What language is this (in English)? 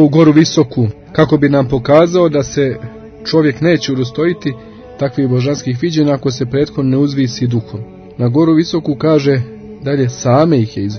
Serbian